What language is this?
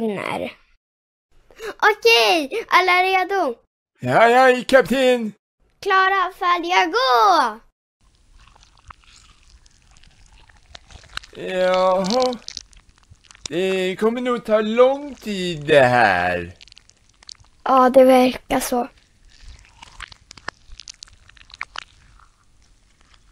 Swedish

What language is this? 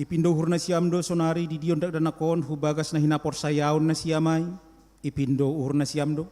Batak Simalungun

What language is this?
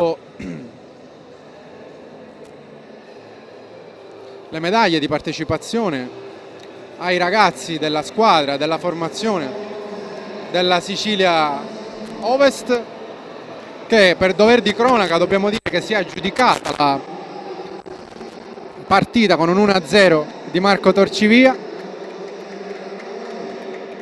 Italian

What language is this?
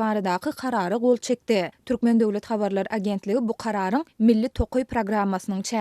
Turkmen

